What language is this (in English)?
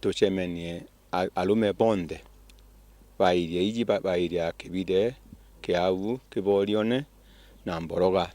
Meru